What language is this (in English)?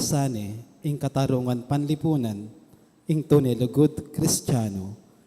Pampanga